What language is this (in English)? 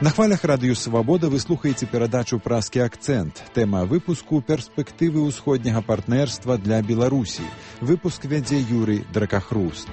Belarusian